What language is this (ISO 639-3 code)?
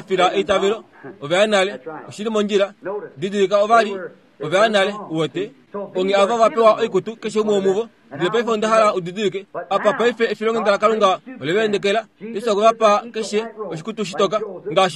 kua